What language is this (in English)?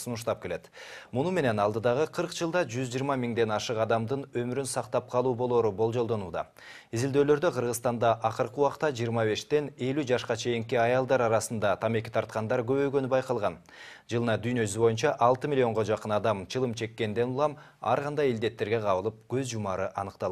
Kyrgyz